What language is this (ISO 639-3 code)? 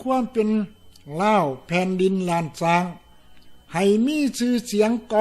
lao